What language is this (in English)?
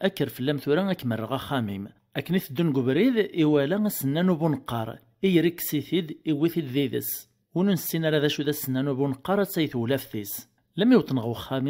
Kabyle